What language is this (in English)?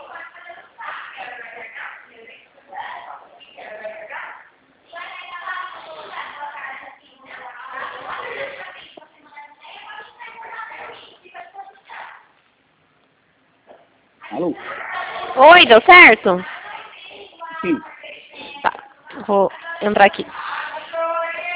Portuguese